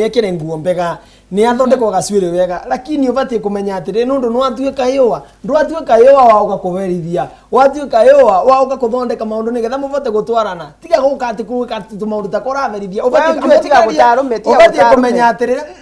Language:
Meru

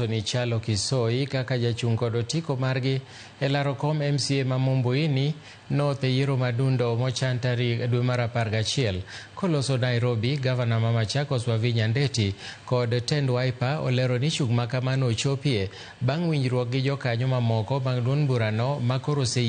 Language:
Luo (Kenya and Tanzania)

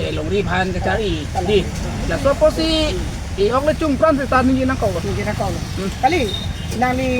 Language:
Karbi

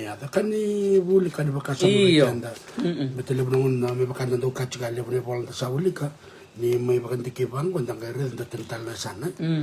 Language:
Fijian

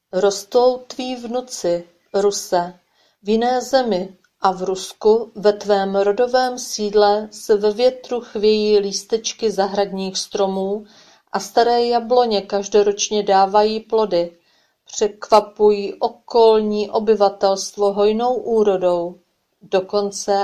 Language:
Czech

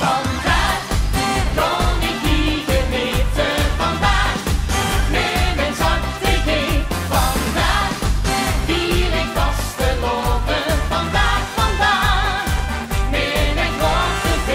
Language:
Limburgish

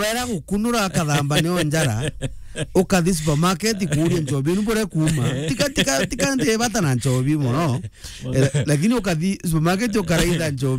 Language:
Meru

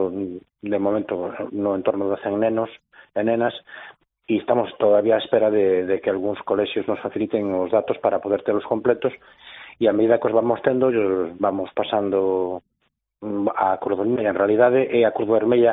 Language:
Galician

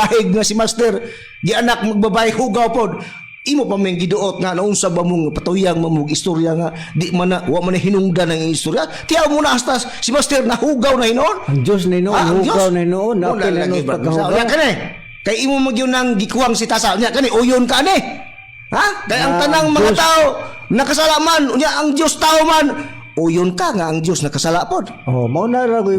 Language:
Cebuano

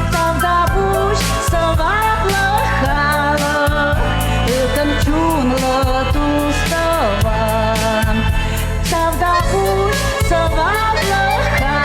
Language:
Chuvash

